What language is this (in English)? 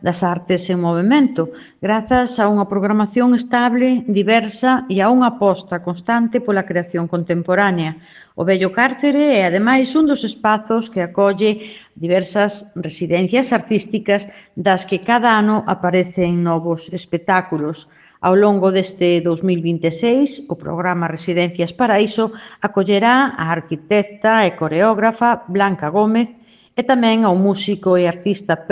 Galician